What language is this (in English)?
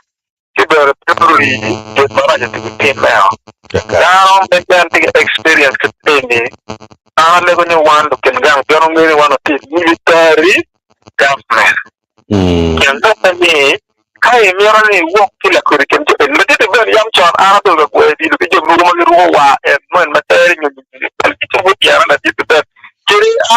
Acoli